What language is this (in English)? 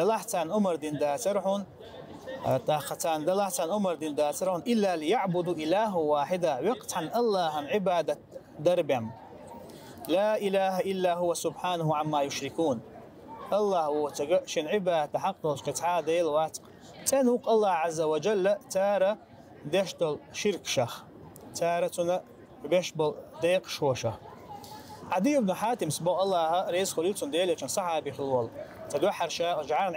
Chechen